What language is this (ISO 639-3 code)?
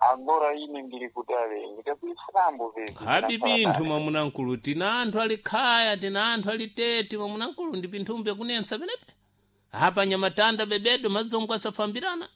seh